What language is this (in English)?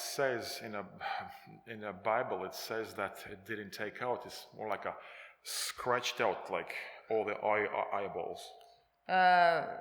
Estonian